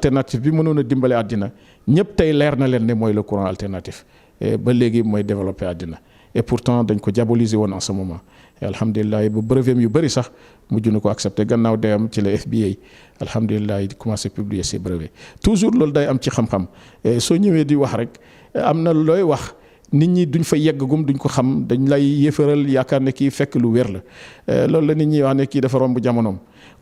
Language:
Wolof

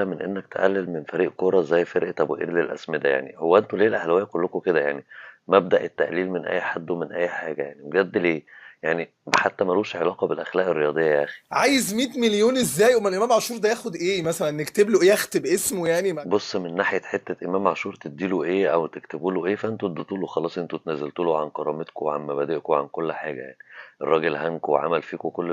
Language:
Egyptian Arabic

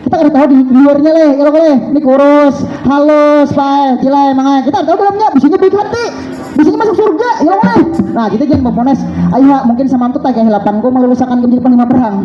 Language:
Banjar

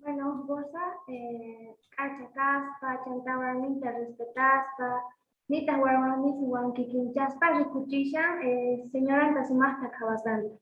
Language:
South Bolivian Quechua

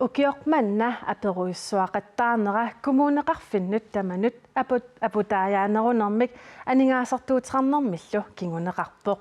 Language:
Kalaallisut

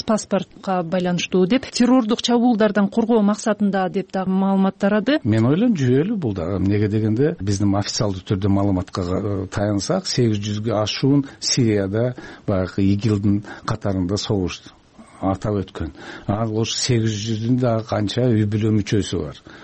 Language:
Kyrgyz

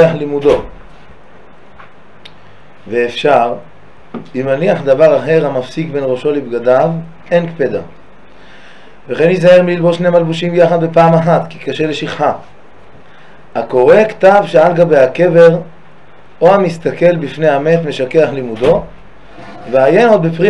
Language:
Hebrew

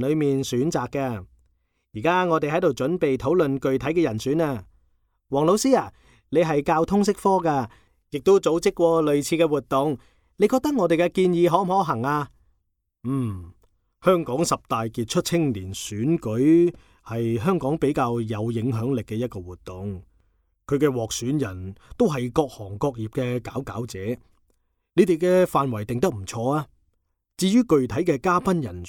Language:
Cantonese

